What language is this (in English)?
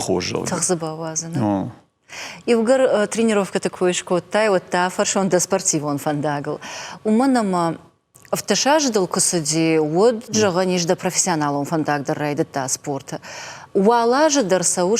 Ossetic